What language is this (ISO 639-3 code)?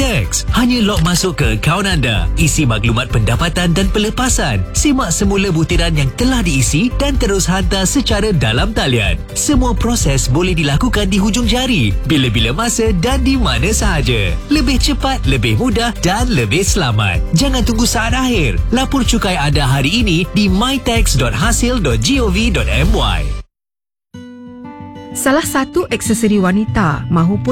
msa